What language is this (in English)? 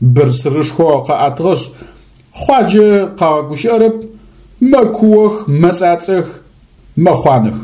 Adyghe